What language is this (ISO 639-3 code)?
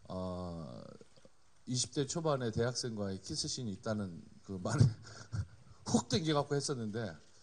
kor